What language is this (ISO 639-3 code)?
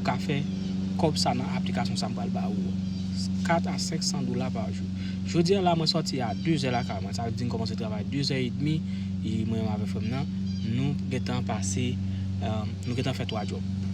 hat